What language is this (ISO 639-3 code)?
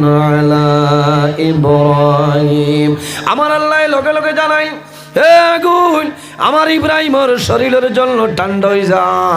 syl